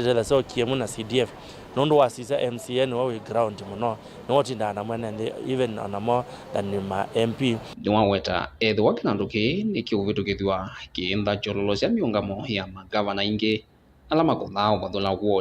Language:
Kamba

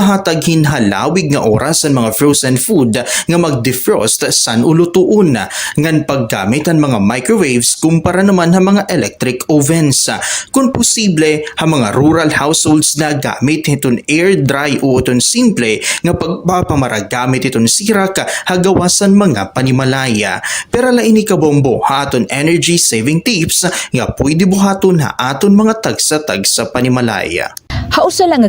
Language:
Waray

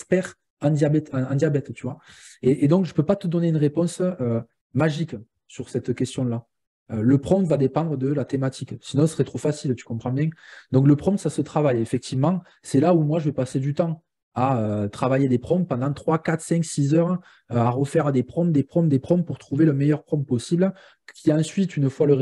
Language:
French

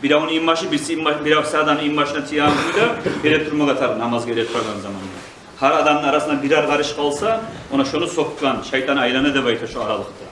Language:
Kumyk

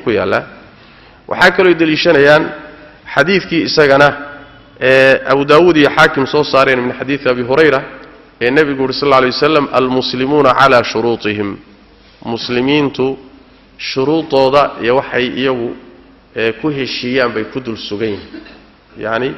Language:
Somali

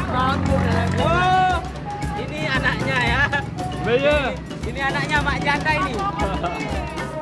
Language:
Sasak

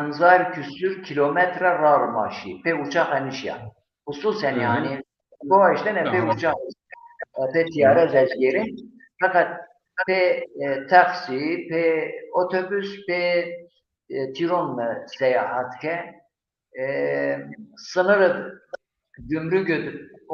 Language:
Zaza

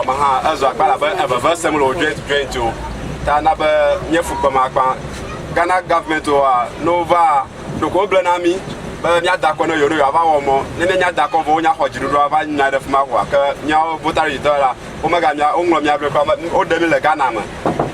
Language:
Ewe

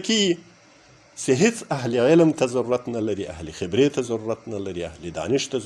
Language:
Pashto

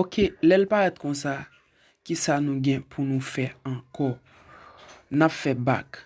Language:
Haitian Creole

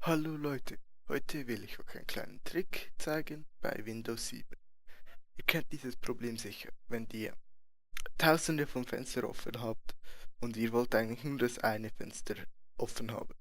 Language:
Swiss German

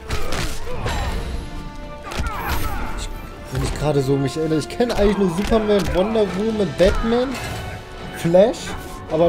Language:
German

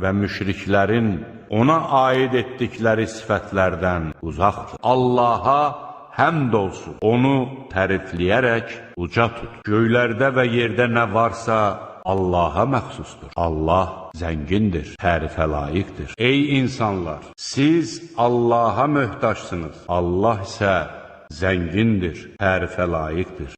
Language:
Azerbaijani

